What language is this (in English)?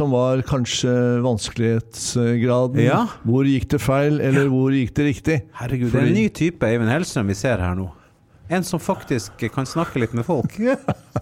Norwegian